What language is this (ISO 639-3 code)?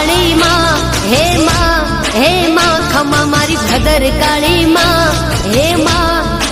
guj